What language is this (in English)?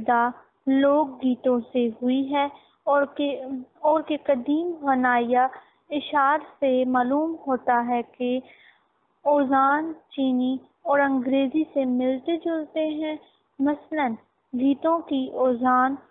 Urdu